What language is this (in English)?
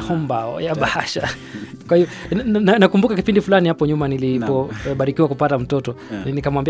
Swahili